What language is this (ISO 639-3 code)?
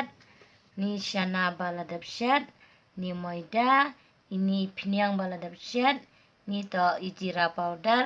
kha